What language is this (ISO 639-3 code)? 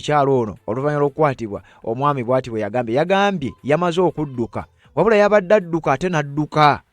lug